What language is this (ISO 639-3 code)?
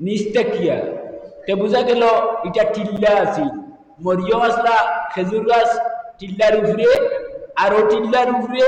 syl